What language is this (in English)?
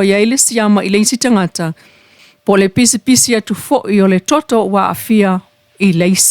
Samoan